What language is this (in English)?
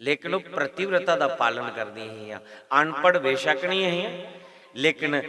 Dogri